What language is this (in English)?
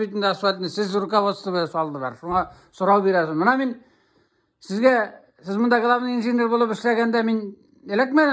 Tatar